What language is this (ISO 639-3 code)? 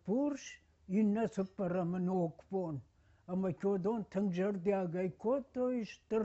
oss